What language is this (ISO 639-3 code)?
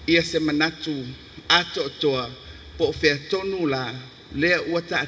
smo